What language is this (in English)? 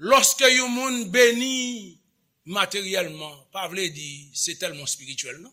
Haitian Creole